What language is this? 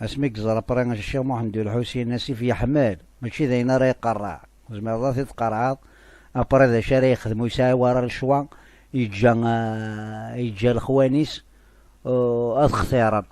Kabyle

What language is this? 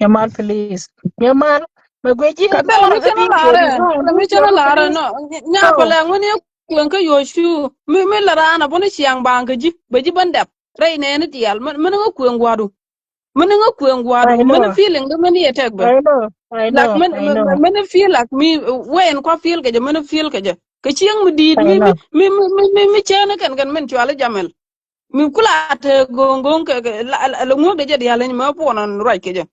Nuer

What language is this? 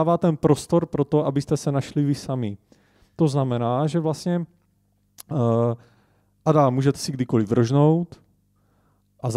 Czech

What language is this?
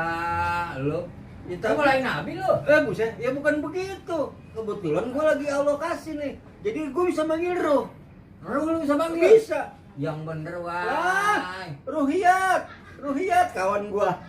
Betawi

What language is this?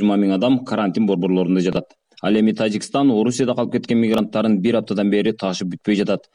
Kyrgyz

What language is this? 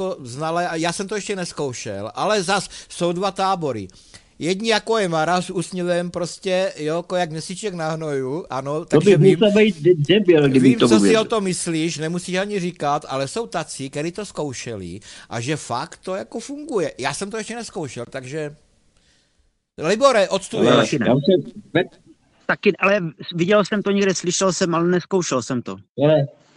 Czech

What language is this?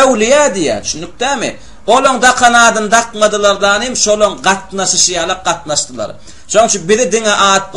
Turkmen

